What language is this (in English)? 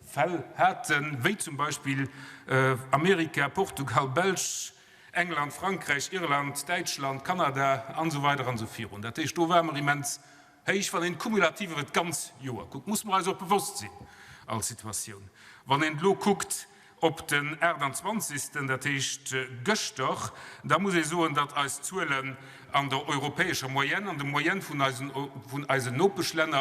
Luxembourgish